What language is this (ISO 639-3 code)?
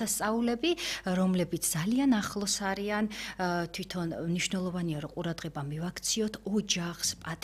kat